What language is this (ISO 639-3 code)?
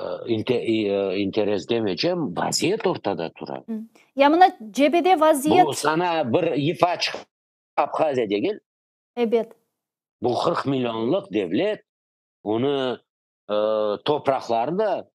crh